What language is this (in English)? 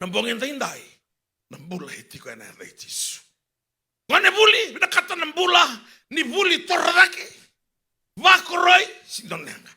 Fijian